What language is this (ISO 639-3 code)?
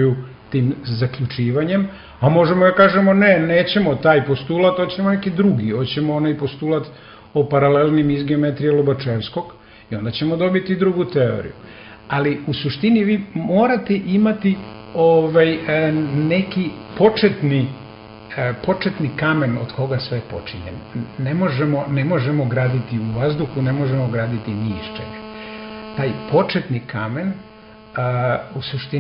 srp